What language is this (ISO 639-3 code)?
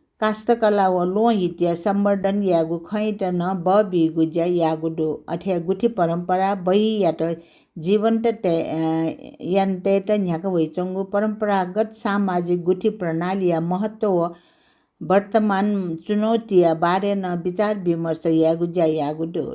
new